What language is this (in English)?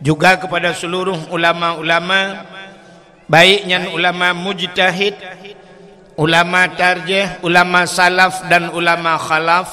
Achinese